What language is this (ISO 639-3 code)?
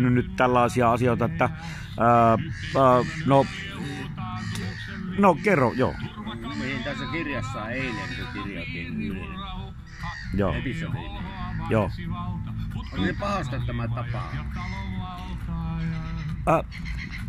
fin